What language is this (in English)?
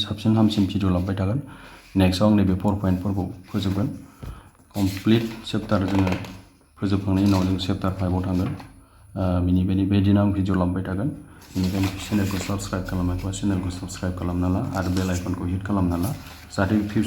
Bodo